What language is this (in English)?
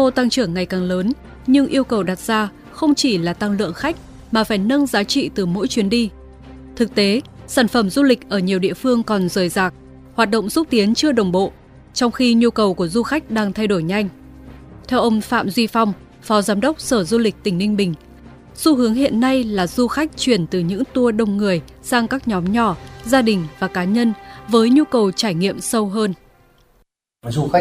Vietnamese